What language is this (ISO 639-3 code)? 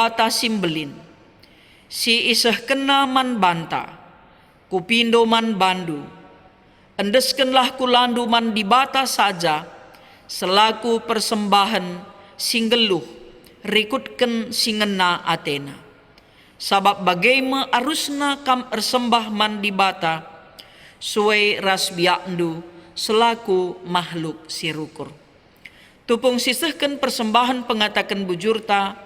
btx